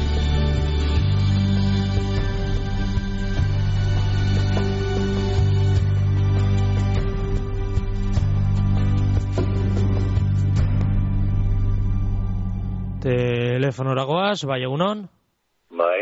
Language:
Basque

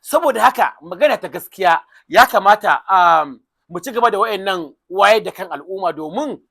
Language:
Hausa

